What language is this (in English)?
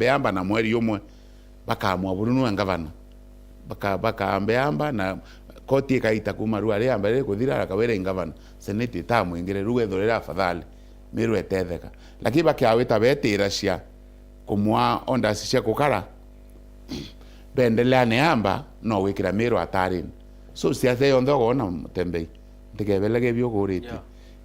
Meru